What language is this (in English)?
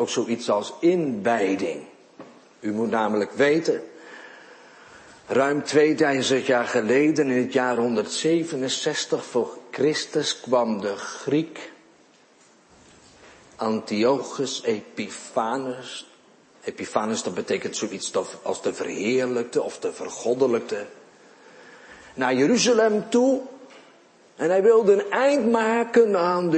Dutch